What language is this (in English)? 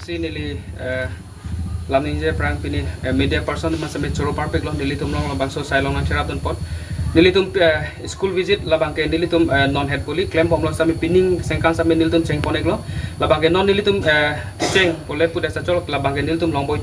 Karbi